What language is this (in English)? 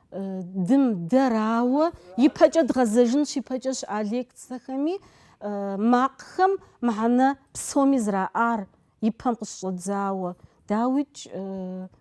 Kabardian